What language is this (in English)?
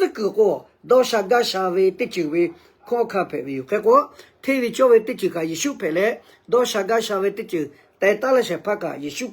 Lahu